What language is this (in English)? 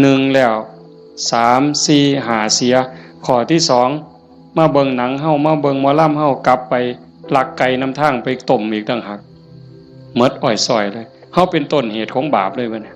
Northeastern Thai